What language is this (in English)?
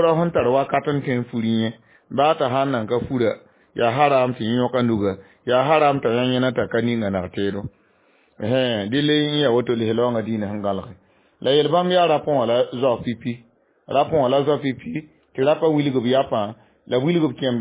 Mossi